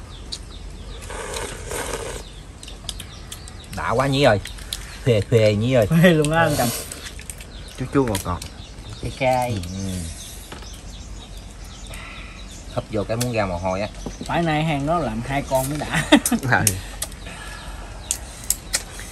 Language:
Vietnamese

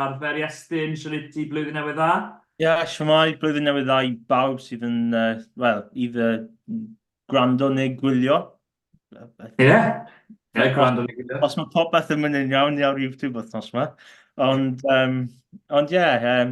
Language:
Welsh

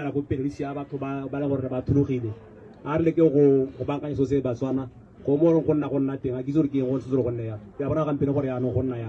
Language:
Tswana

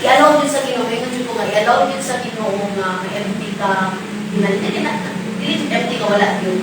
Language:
Cebuano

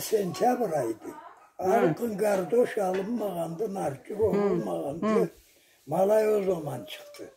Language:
Karachay-Balkar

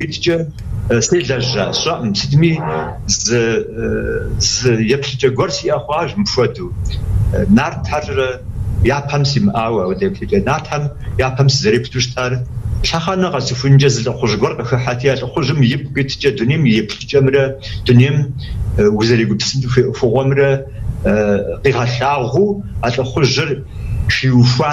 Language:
Kabardian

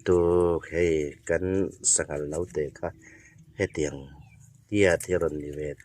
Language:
Hmar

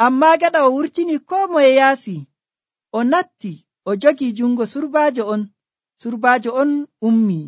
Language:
Nigerian Fulfulde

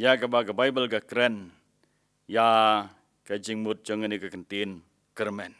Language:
Khasi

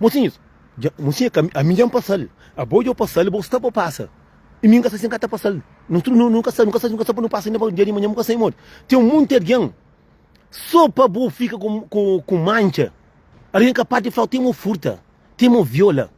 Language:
Kabuverdianu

